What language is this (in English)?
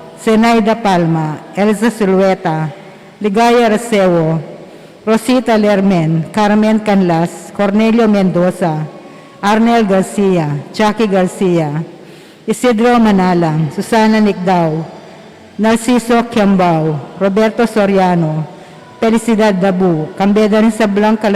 Pampanga